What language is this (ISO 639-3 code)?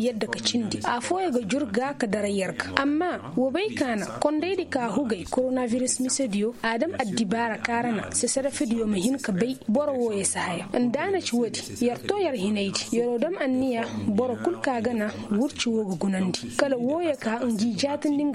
ses